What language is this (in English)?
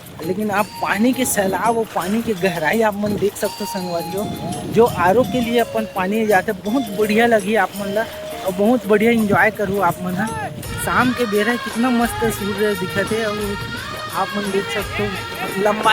Chhattisgarhi